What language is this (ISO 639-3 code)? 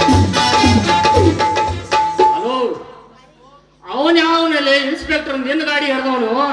kan